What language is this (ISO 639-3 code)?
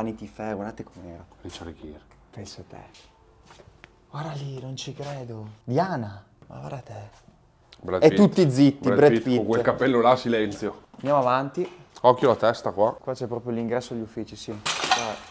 ita